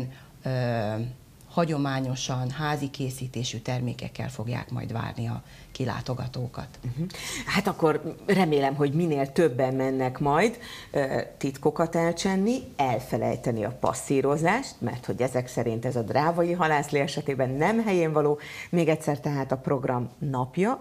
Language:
Hungarian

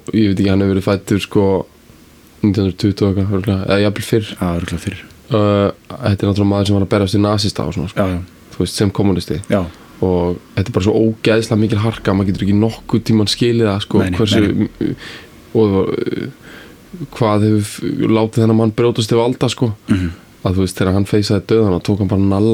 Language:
Icelandic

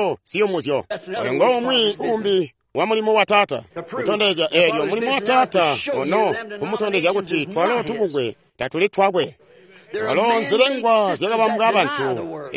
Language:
Tonga (Zambia)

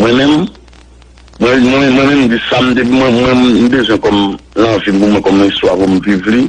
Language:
Haitian Creole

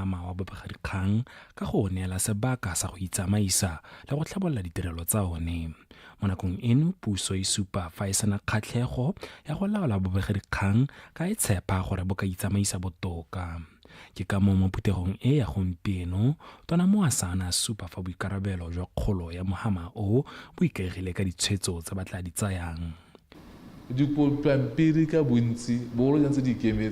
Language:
Tswana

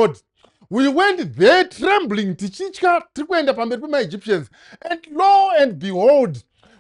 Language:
Shona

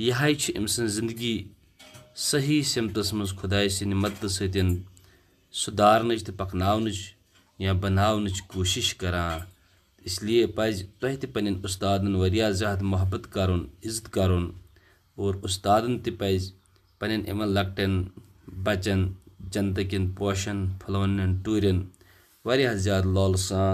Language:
Kashmiri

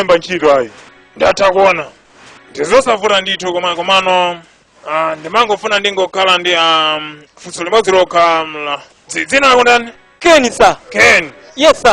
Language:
Nyanja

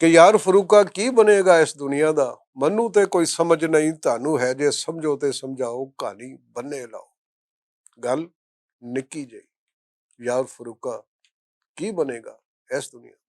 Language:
Western Panjabi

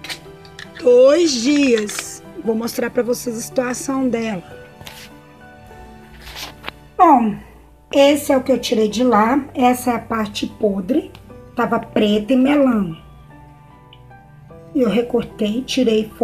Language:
Portuguese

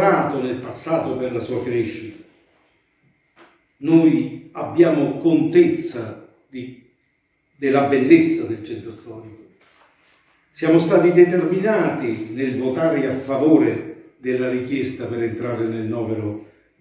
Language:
Italian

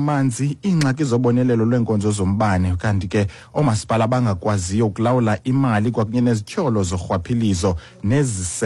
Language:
Xhosa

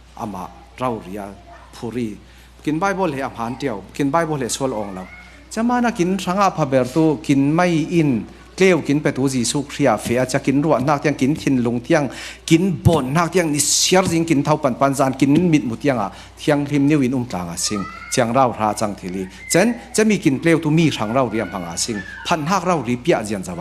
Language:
Falam Chin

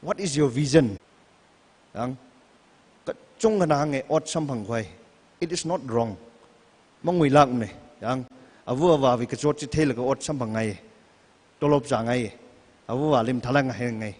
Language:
Tangkhul Naga (India)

